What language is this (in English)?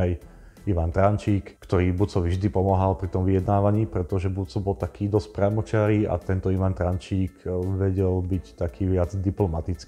Slovak